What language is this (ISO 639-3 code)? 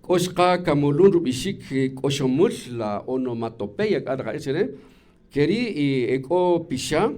cak